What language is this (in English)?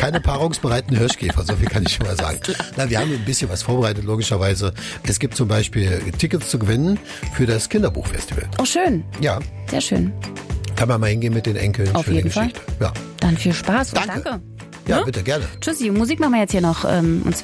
German